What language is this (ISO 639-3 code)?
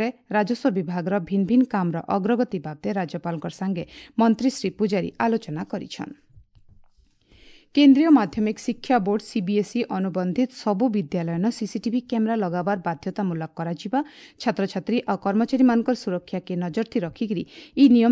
ori